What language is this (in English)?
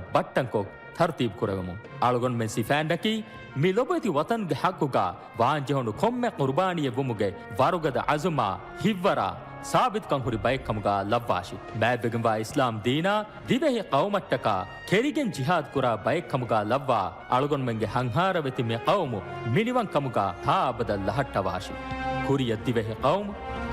Divehi